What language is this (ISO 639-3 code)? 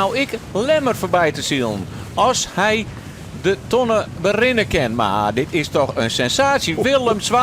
fry